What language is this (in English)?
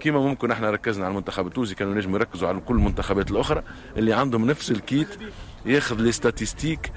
Tunisian Arabic